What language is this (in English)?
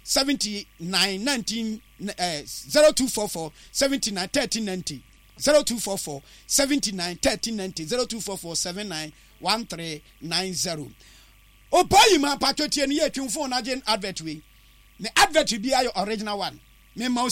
Akan